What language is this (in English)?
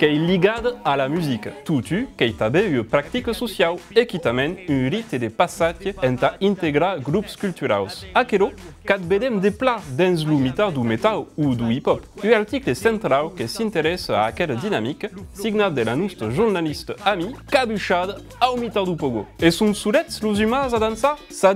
Occitan